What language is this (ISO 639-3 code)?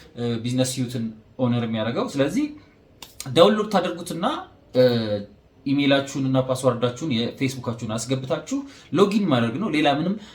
amh